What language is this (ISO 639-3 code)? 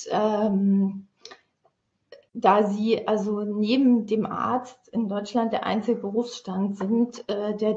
deu